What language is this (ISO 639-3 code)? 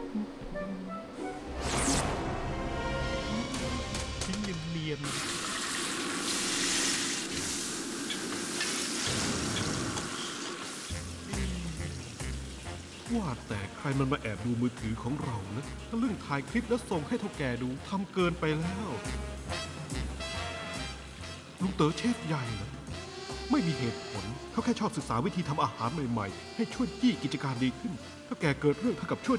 tha